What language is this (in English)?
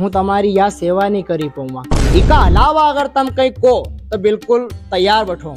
Rajasthani